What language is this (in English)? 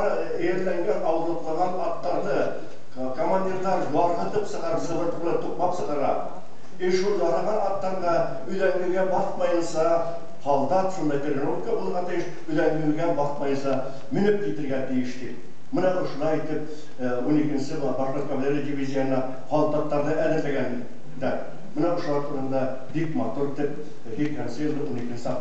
Bashkir